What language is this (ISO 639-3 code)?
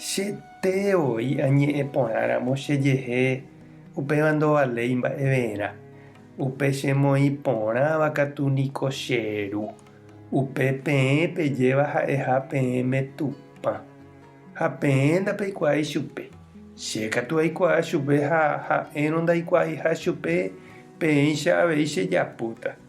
grn